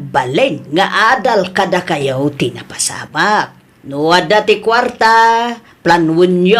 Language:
Iloko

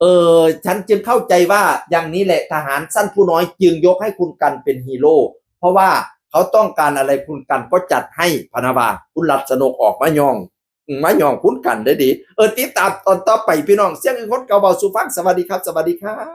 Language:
Northeastern Thai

